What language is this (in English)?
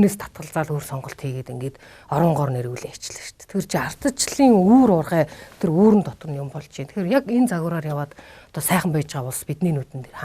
Mongolian